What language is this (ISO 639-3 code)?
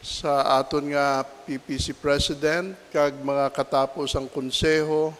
hil